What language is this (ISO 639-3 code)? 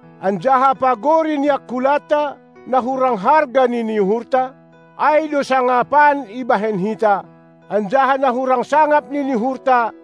bts